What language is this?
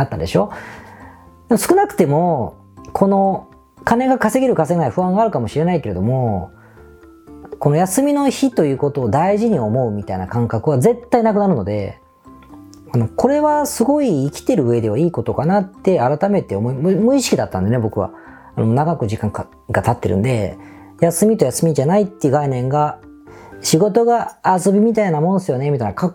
Japanese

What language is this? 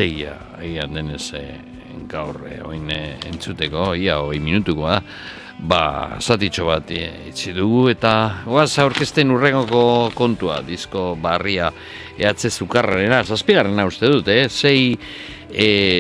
Basque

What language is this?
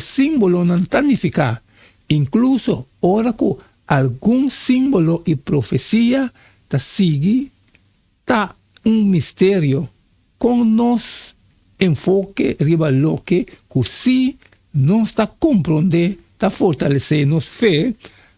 Papiamento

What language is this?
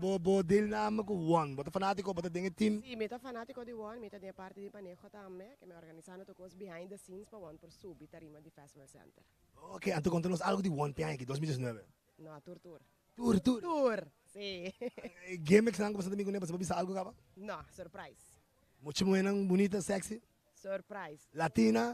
Papiamento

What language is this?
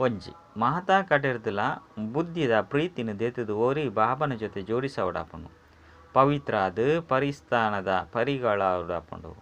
Tulu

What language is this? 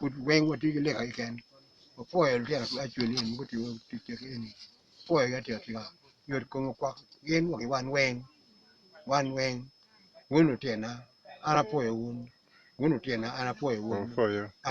Acoli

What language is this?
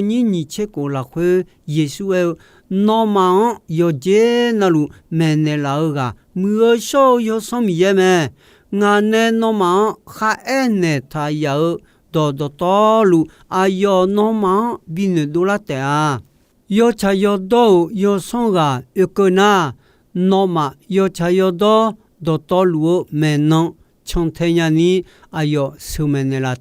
Akha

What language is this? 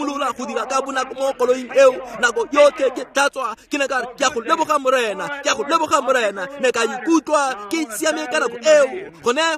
Tswana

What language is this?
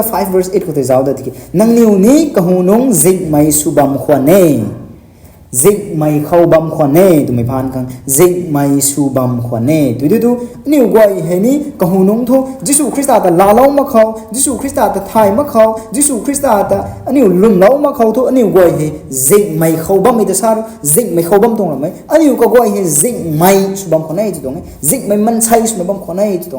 Rongmei Naga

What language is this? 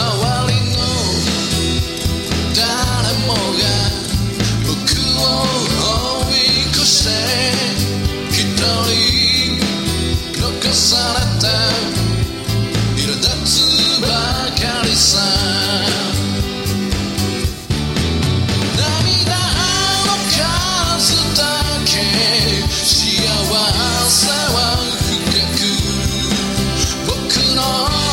Japanese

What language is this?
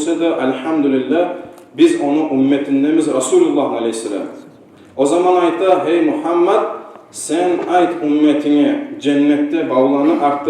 Kumyk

